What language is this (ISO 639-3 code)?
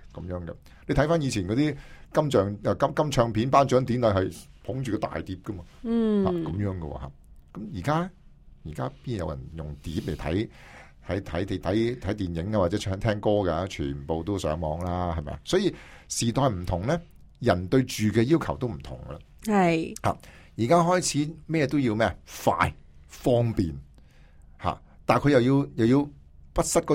yue